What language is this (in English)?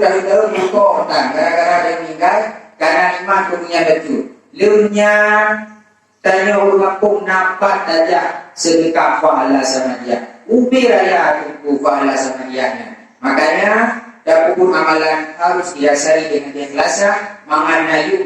Achinese